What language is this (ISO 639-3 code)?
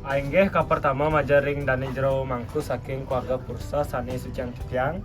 ban